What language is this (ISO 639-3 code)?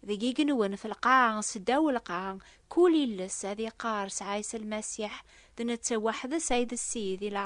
kab